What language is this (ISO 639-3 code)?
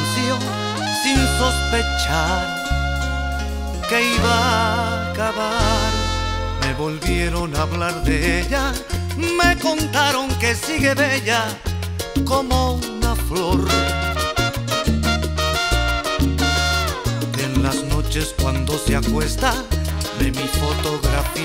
spa